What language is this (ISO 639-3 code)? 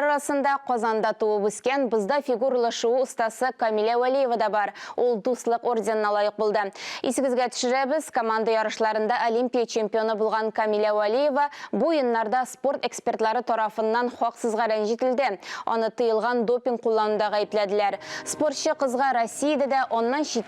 tat